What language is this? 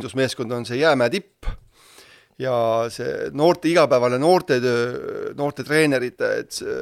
Estonian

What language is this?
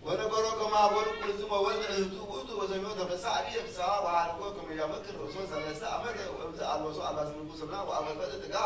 Geez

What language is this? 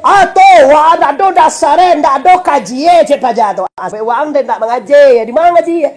Minangkabau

